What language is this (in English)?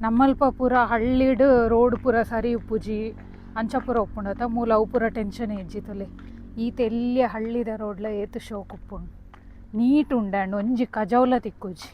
Tulu